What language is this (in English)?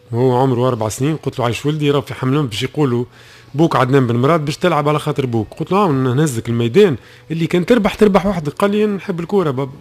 Tunisian Arabic